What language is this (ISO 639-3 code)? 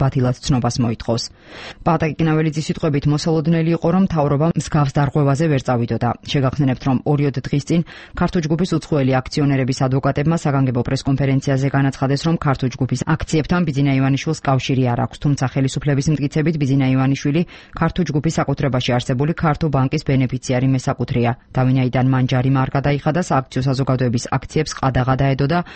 kat